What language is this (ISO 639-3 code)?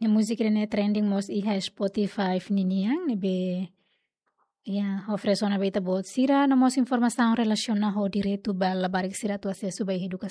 tet